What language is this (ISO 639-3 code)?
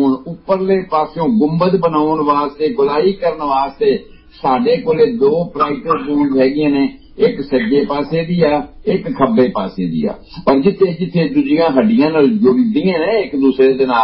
pan